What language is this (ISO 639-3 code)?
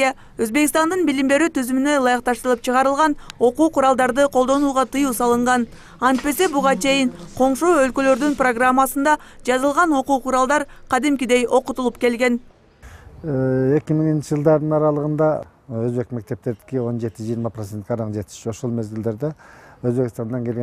kir